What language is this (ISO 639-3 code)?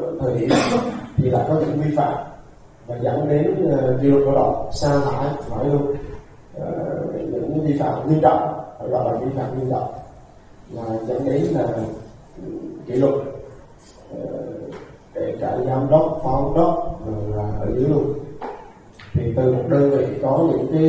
vie